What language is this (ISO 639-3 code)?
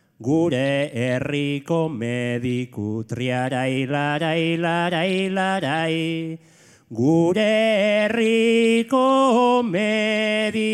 eus